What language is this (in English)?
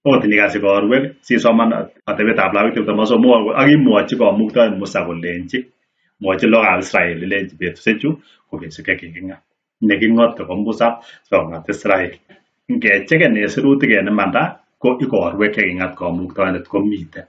Kalenjin